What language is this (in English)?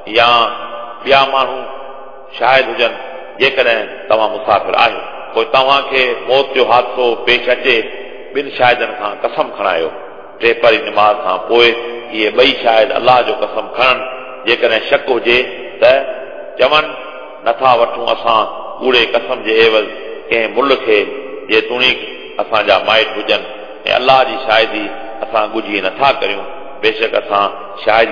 Sindhi